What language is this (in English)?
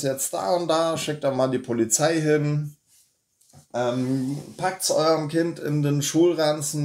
German